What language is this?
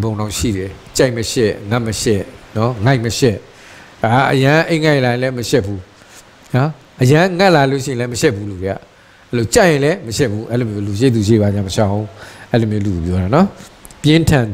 Burmese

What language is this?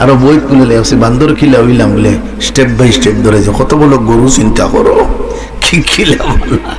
Sylheti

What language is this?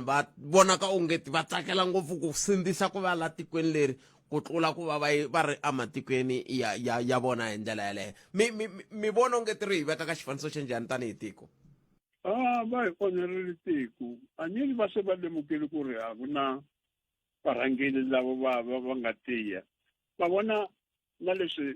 Tsonga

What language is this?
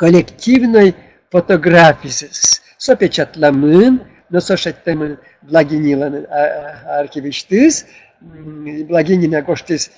Udmurt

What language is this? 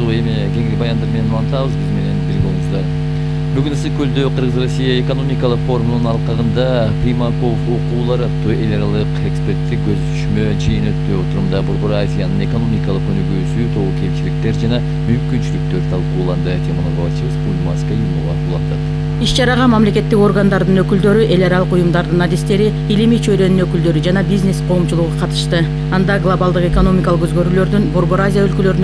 Kyrgyz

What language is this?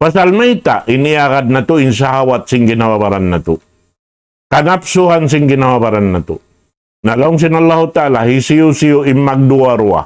Tausug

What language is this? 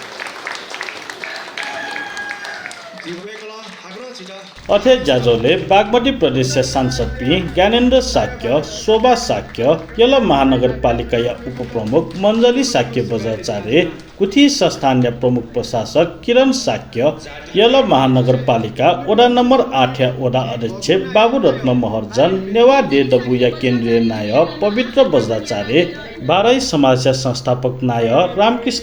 Newari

